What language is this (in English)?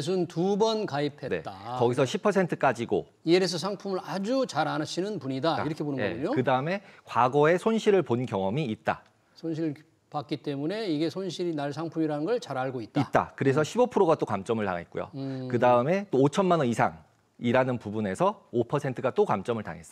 Korean